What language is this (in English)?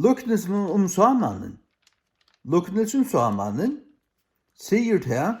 Faroese